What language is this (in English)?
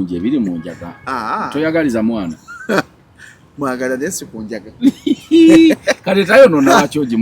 Ganda